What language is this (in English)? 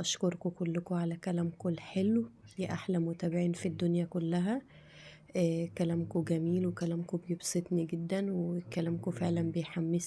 Egyptian Arabic